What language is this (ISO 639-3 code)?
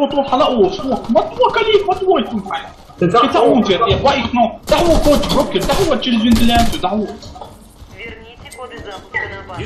che